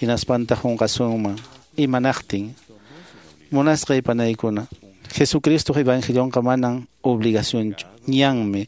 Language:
Quechua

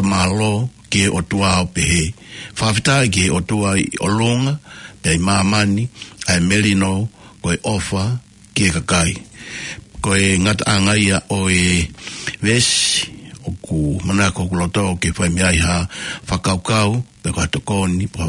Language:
Tongan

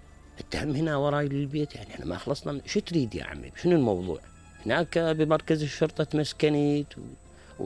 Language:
Mesopotamian Arabic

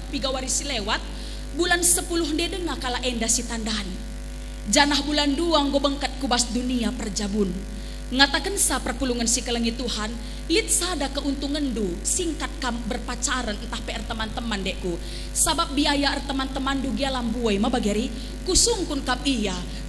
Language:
Batak Karo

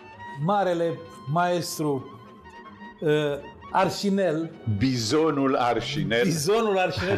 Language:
Romanian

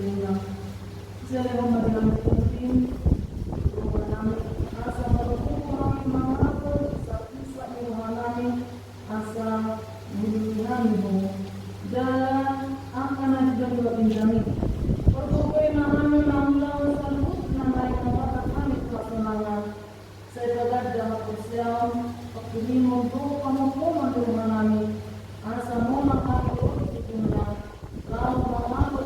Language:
Batak Toba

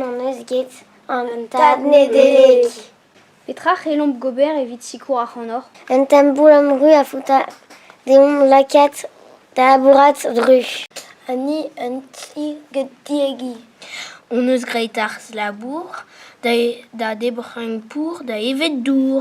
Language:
Breton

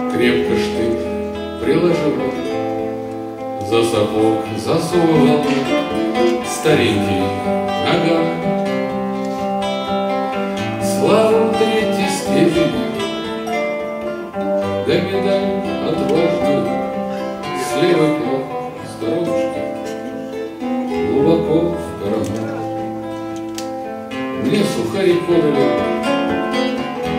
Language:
Russian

